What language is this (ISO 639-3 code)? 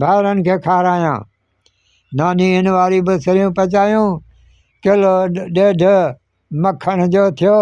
snd